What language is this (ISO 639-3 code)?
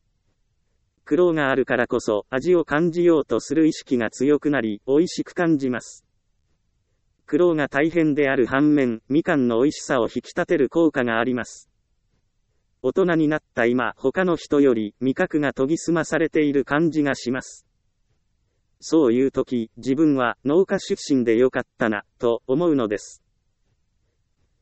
jpn